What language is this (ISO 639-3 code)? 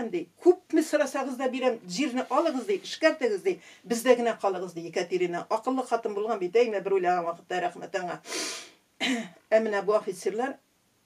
tat